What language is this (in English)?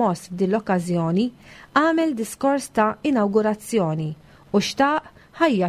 Maltese